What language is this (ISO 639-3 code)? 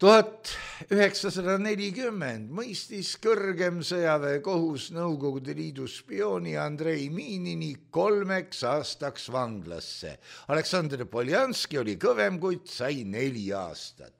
est